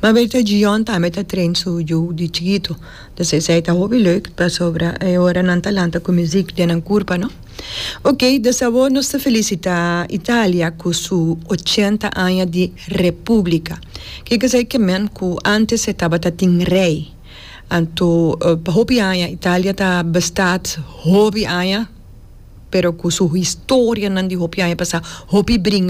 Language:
Papiamento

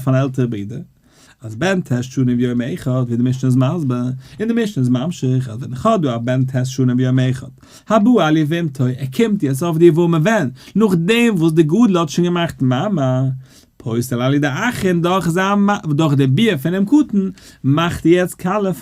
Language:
Yiddish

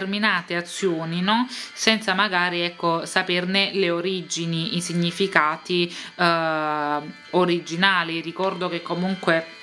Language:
Italian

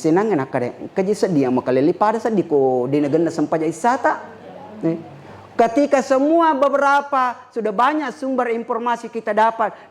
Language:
Buginese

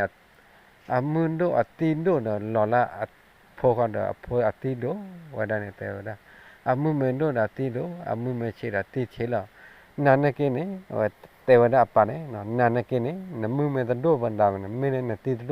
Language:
S'gaw Karen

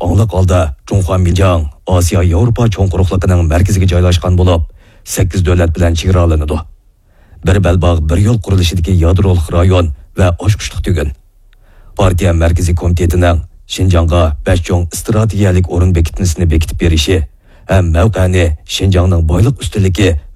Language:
Uyghur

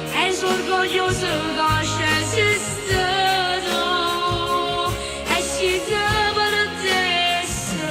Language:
Neapolitan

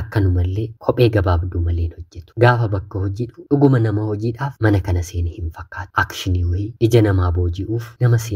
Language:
Oromo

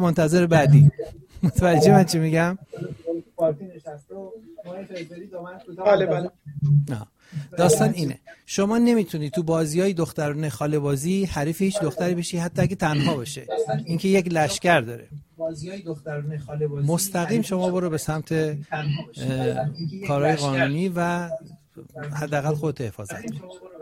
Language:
Persian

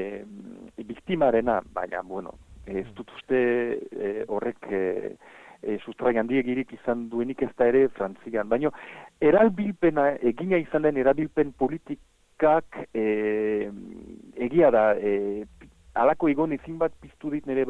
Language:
Basque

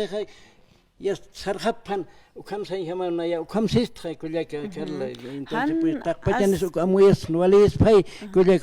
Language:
Aymara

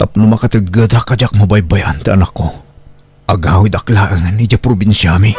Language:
Iloko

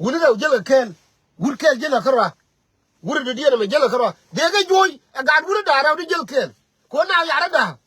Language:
Nuer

